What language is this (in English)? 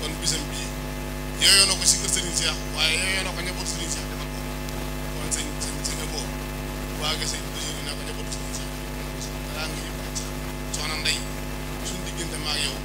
Wolof